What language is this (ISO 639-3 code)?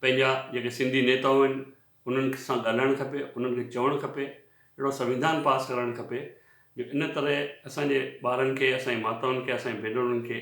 snd